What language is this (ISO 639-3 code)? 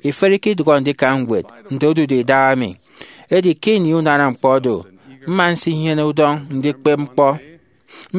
efi